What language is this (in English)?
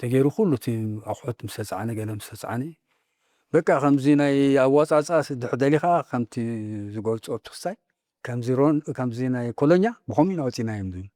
Tigrinya